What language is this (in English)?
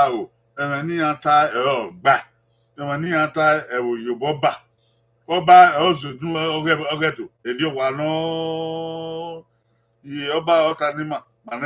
Bini